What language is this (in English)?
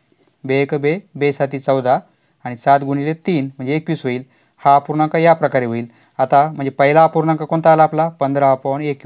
Marathi